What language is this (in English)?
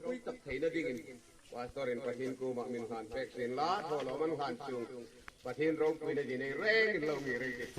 Hmar